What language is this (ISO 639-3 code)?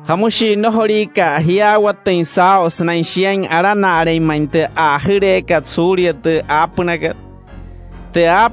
guc